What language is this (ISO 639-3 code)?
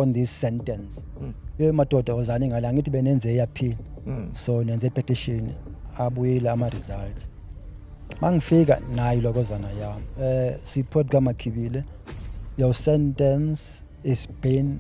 zul